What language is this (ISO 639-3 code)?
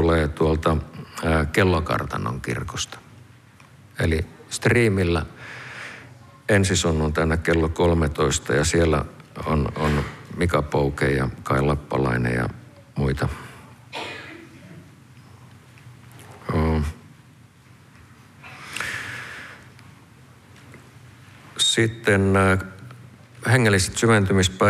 fin